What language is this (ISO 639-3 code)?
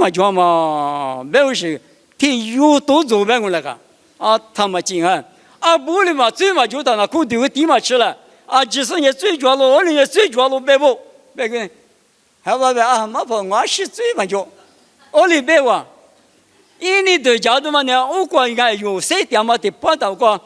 lis